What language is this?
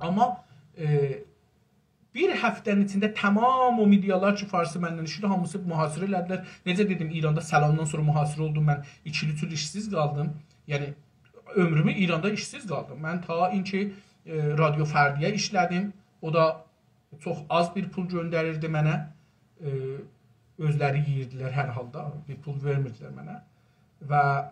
South Azerbaijani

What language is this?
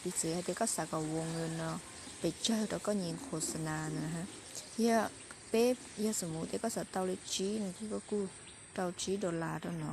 Hmong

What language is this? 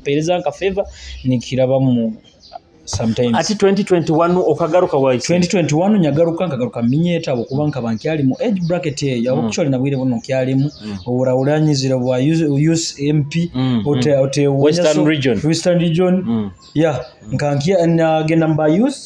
Nyoro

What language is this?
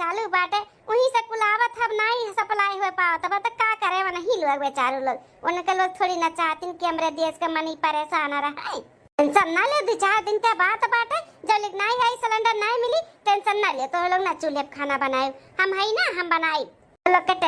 Awadhi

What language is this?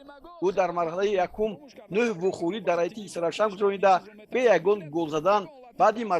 Tajik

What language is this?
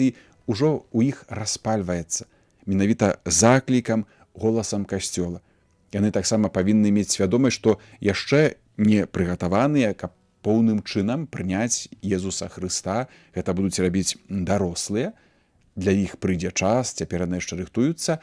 Belarusian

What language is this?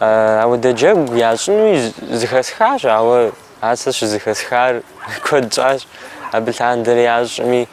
Kabardian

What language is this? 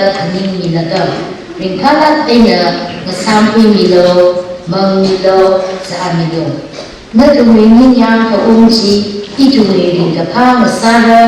Tangkhul Naga (India)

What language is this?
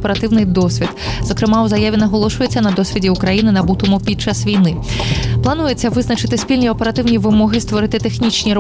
Ukrainian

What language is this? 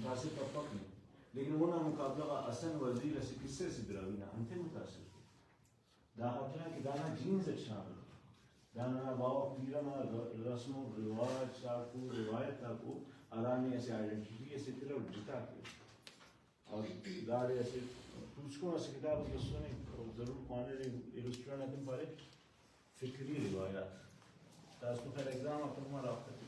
Brahui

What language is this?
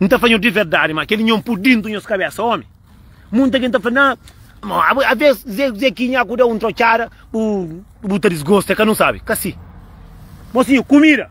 Kabuverdianu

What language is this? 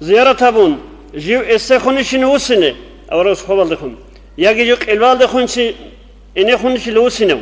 Avaric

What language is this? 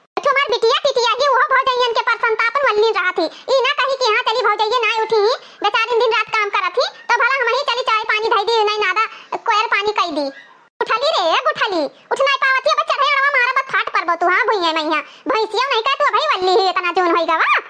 Awadhi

